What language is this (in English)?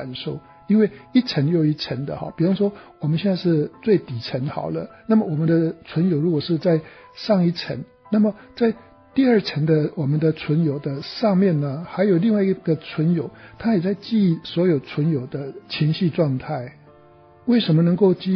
Chinese